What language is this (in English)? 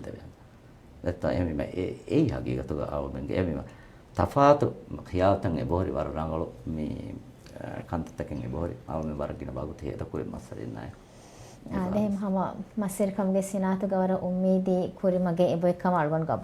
Divehi